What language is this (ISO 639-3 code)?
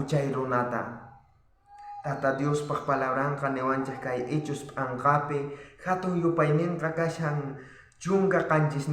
quh